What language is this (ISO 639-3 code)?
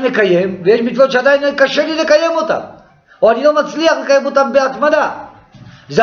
heb